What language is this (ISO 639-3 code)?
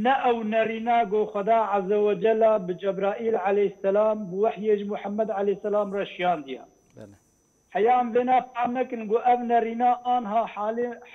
kur